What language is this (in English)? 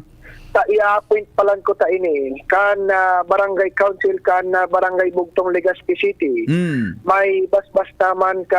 Bikol